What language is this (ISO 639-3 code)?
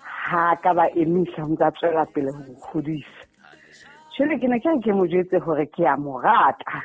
sot